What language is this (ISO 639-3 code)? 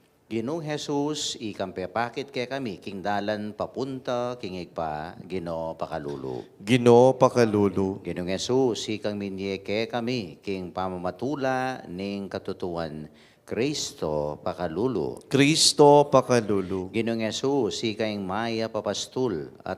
pam